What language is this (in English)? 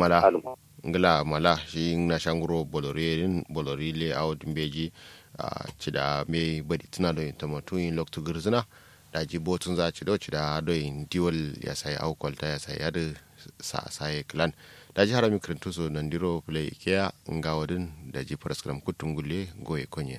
Kanuri